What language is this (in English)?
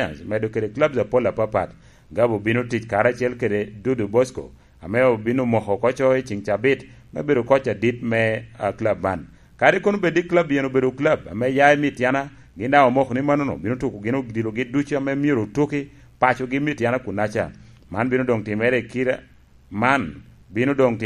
Lango (Uganda)